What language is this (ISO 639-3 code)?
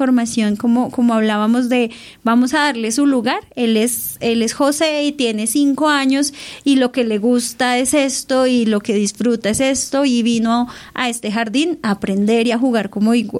spa